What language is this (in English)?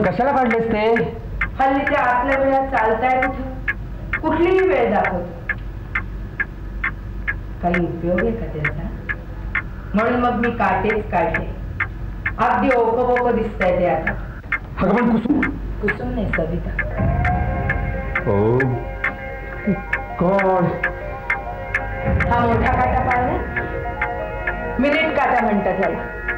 Marathi